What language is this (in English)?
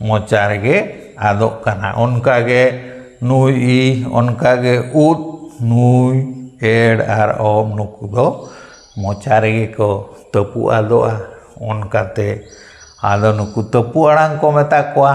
Santali